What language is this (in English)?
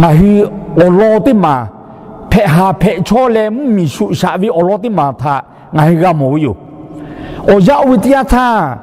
Lahu